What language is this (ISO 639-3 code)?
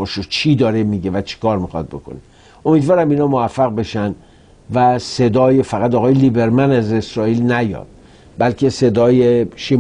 fas